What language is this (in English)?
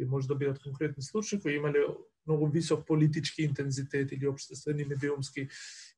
Macedonian